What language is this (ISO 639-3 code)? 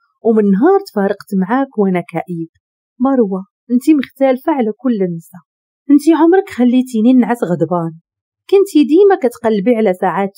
ary